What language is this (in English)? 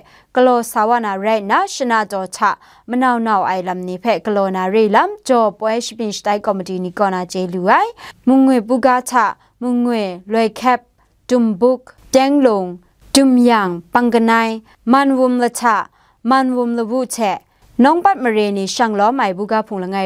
Kachin